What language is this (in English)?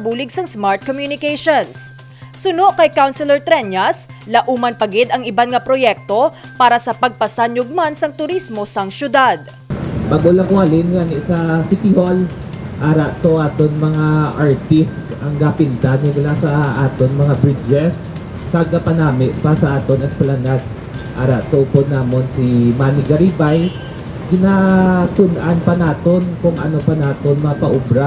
Hiligaynon